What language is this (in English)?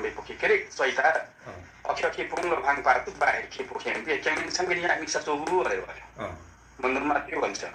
Nepali